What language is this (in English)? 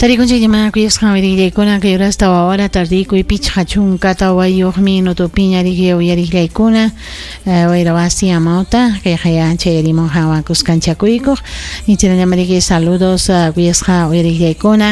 Ayacucho Quechua